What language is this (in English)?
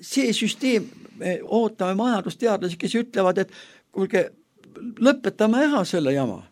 Estonian